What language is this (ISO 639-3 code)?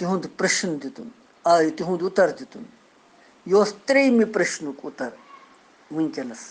kas